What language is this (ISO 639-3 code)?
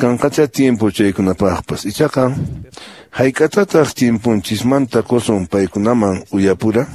que